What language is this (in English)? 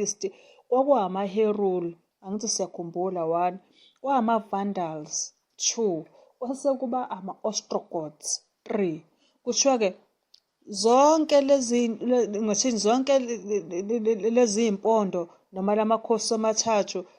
Zulu